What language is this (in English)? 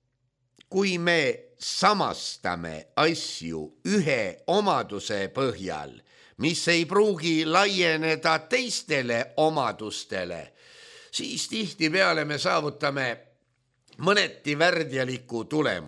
Estonian